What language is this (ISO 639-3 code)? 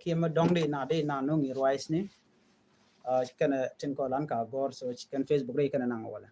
nus